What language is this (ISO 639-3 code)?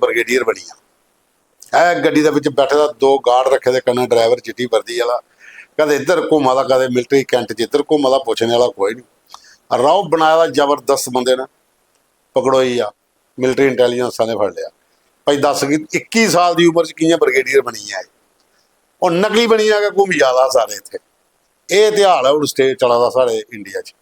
doi